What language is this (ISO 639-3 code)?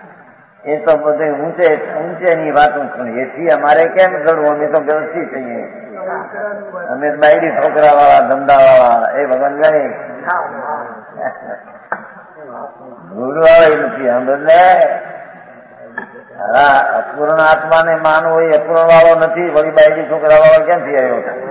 guj